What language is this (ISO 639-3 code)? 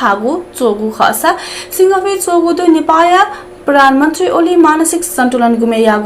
new